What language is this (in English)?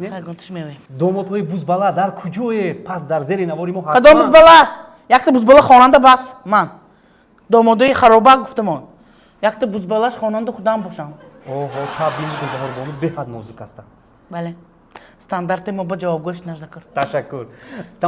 Tajik